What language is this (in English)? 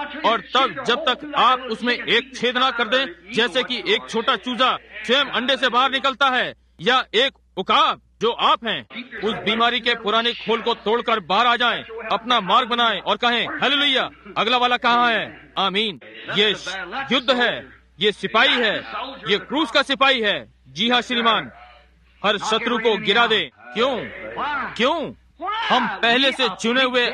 Hindi